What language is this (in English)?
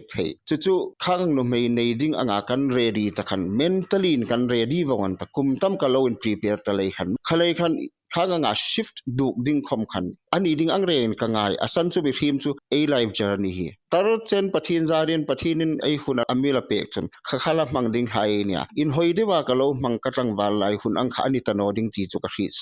Hmar